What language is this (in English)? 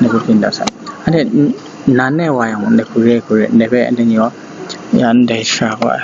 Kachin